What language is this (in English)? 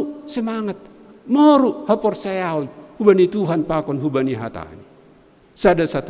Batak Simalungun